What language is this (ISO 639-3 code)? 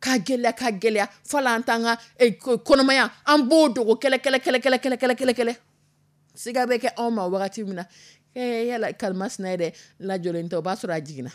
dyu